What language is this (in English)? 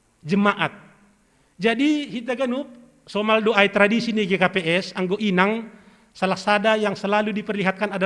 Batak Simalungun